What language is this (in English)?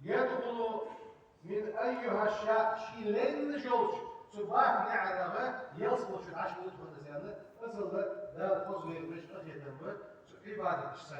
Ingush